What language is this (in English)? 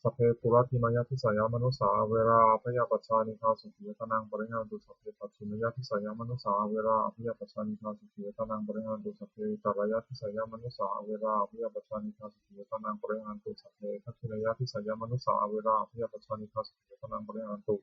Pali